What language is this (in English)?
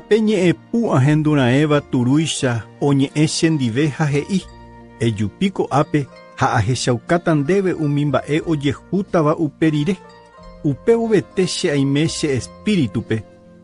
Guarani